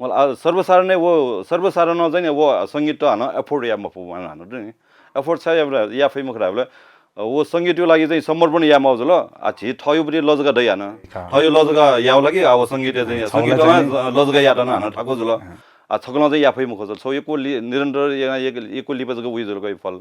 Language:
Newari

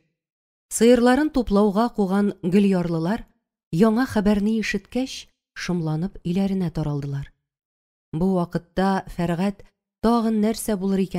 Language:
Tatar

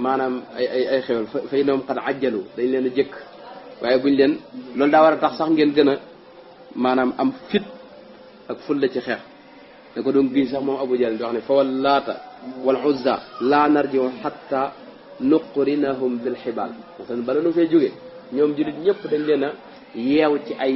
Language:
Wolof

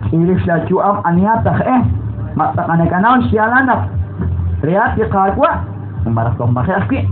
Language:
Kekchí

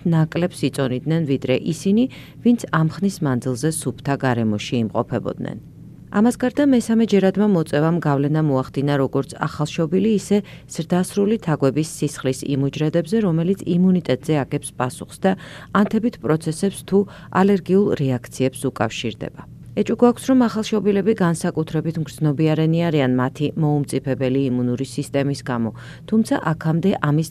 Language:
Georgian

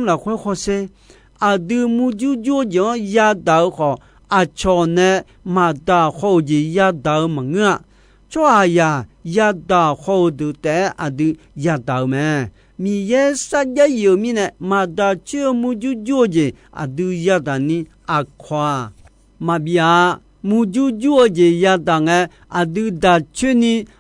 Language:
Akha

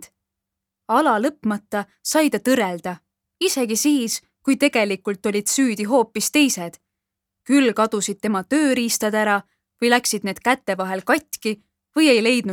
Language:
Estonian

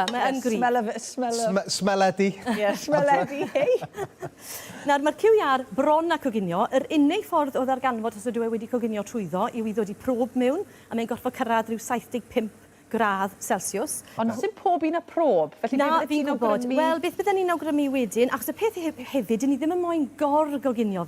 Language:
Welsh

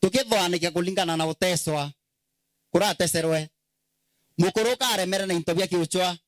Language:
Meru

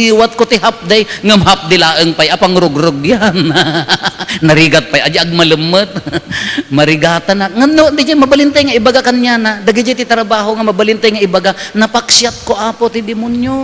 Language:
Iloko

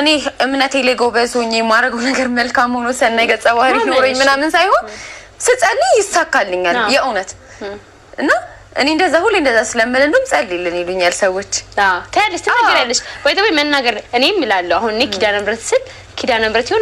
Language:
Amharic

